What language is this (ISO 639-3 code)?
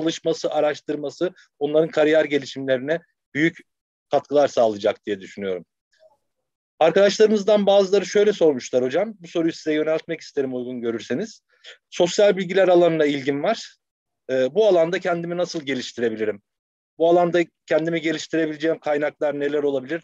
tur